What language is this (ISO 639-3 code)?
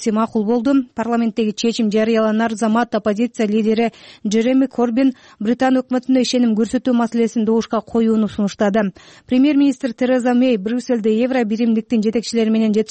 kir